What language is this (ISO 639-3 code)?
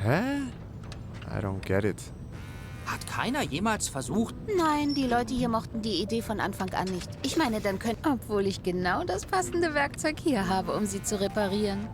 gsw